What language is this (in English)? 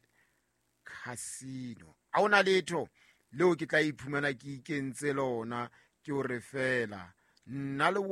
Southern Sotho